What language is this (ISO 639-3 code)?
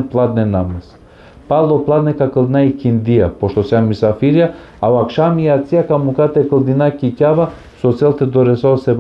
rmn